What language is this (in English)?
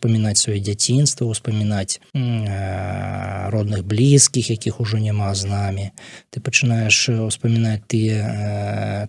Belarusian